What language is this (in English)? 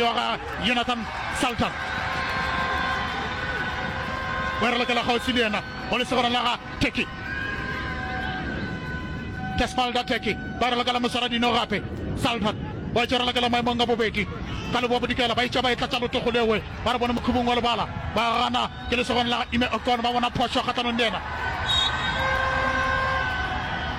Northern Sotho